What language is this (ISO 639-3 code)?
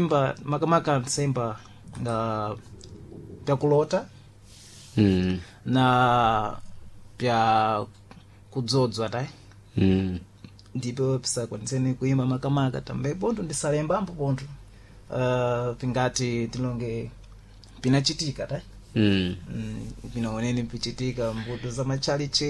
seh